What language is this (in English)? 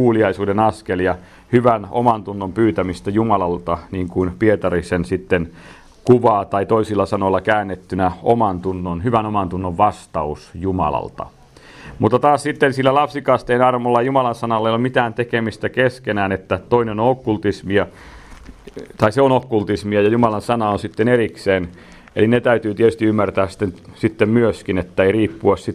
Finnish